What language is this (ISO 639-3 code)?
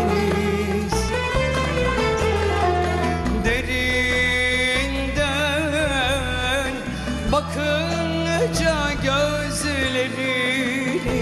tur